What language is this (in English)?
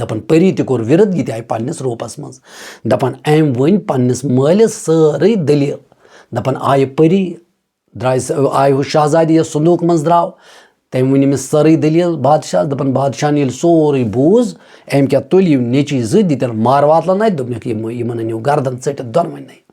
Kashmiri